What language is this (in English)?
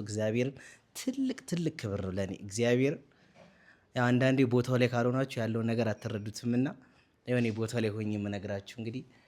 Amharic